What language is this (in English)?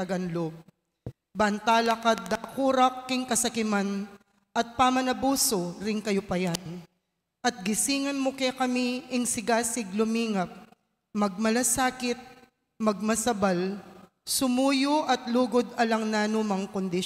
Pampanga